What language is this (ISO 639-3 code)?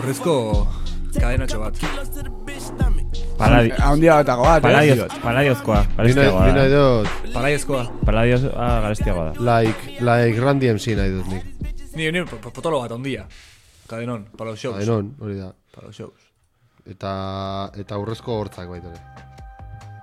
eus